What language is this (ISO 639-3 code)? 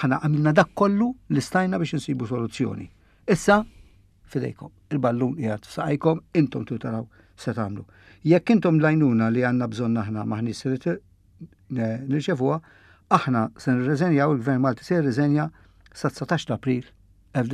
mlt